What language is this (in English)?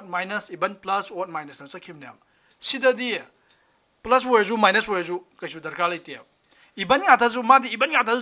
Manipuri